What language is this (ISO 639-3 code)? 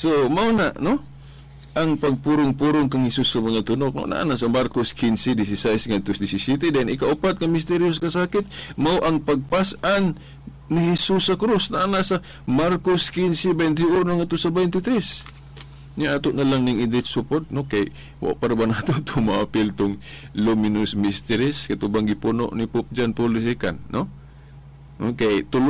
ceb